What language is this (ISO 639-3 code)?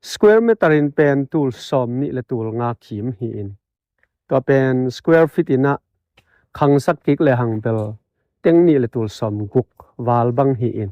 ctd